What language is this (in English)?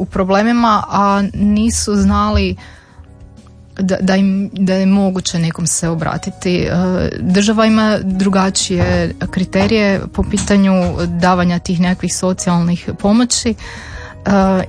Croatian